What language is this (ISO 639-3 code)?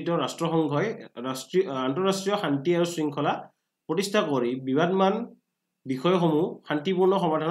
asm